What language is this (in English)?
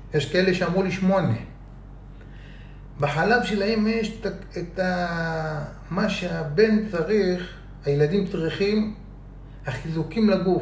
Hebrew